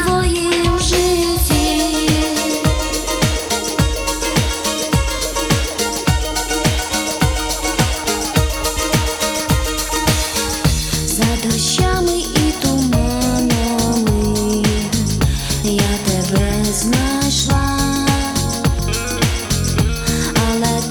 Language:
Ukrainian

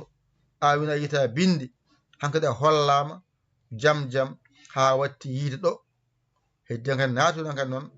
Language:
Fula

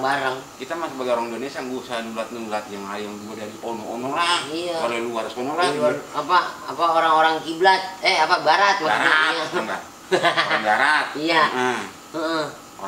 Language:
Betawi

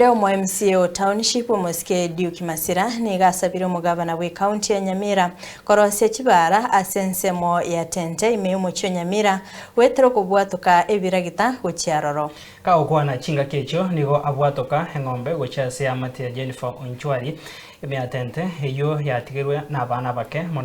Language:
Gusii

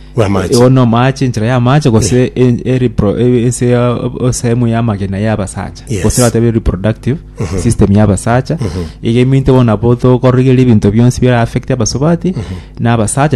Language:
Gusii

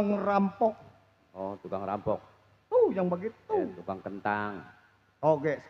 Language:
Betawi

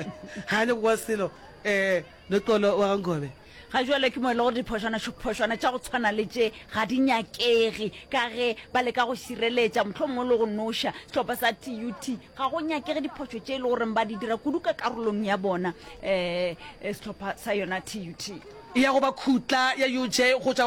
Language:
Northern Sotho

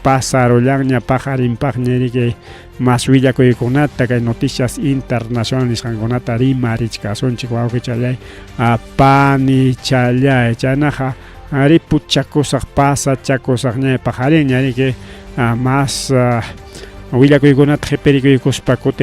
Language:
Ayacucho Quechua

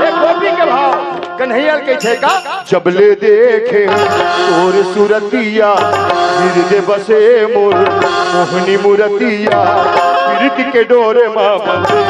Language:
Chhattisgarhi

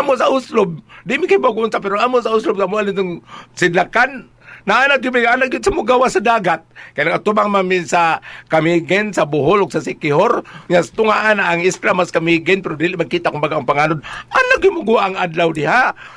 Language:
Cebuano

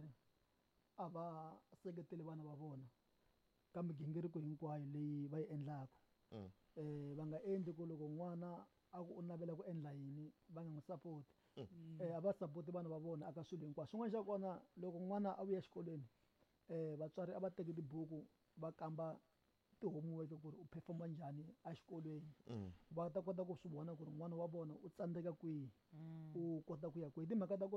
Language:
Tsonga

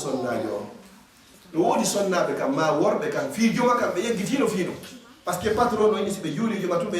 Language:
Fula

